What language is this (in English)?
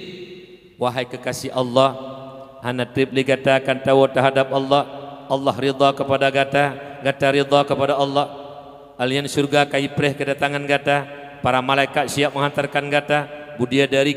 Achinese